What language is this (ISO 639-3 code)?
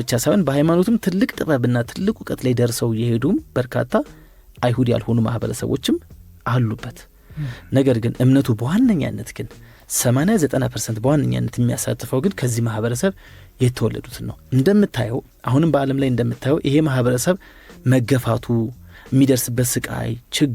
amh